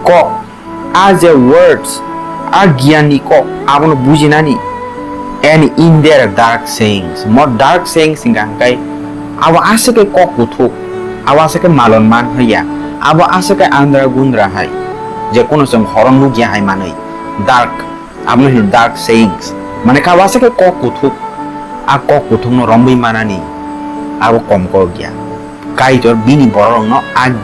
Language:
Kok Borok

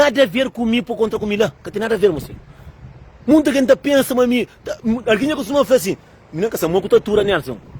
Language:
Kabuverdianu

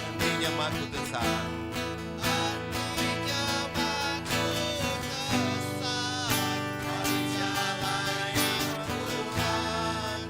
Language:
Iban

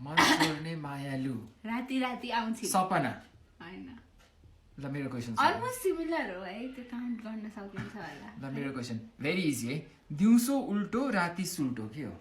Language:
Nepali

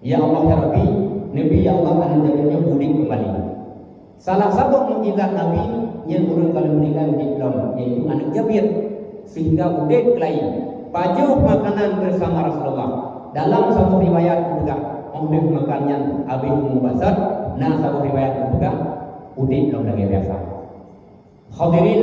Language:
Achinese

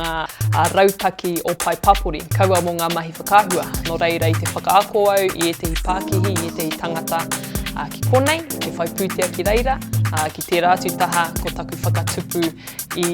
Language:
Māori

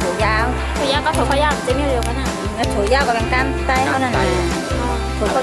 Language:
Shan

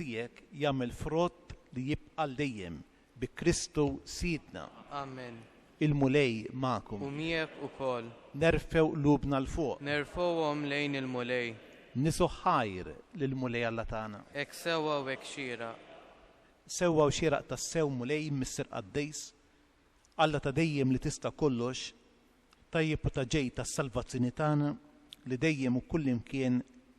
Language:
Maltese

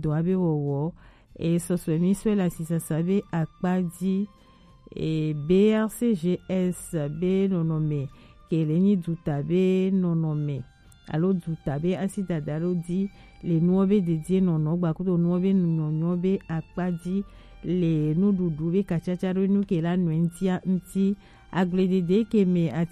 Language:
Gen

